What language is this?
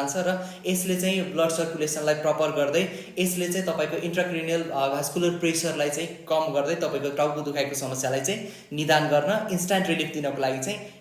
Nepali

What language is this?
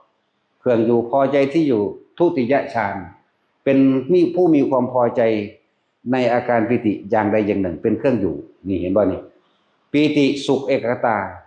Northeastern Thai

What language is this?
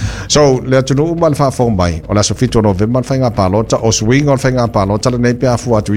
Samoan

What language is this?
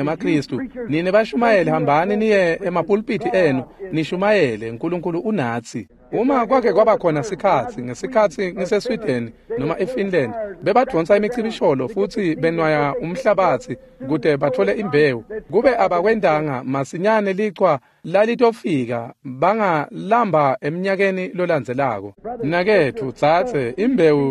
Swati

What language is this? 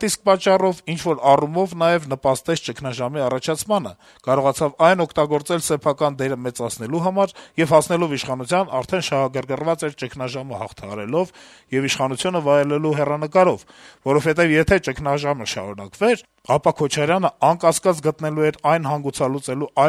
Armenian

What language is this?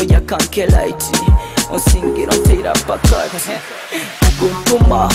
Nyoro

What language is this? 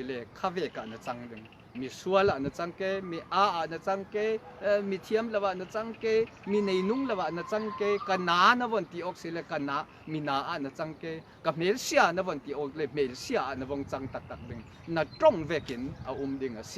Falam Chin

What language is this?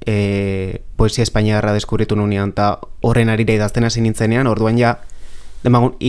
Basque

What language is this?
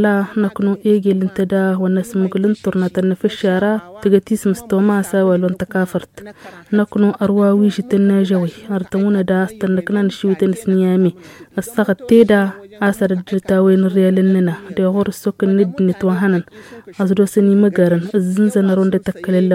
Tamasheq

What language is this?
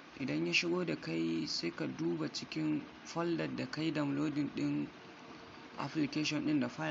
Hausa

